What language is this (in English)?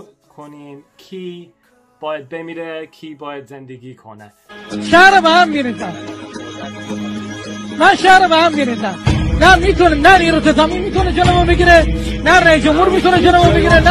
Persian